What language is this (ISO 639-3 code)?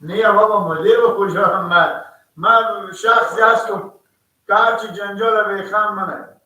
fas